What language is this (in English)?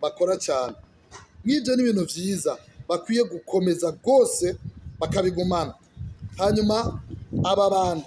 Rundi